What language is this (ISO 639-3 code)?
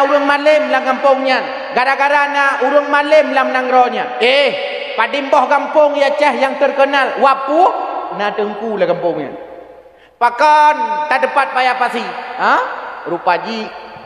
ace